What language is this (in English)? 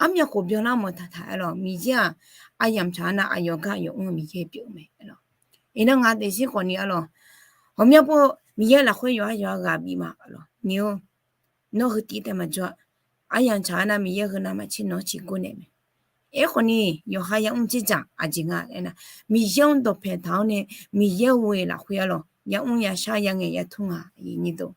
Akha